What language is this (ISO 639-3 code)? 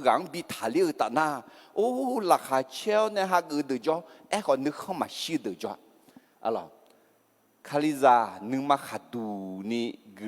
ahk